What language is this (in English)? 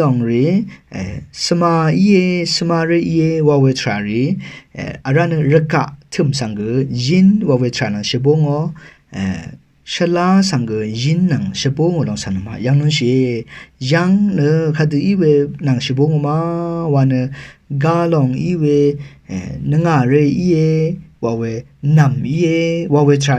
Rawang